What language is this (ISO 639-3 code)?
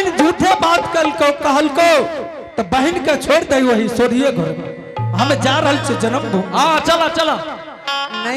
anp